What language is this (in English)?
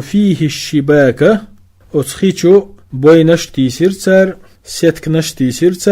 Chechen